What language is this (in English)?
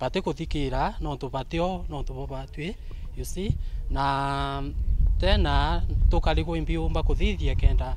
Meru